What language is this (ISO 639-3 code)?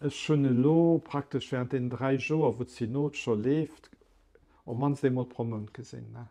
ltz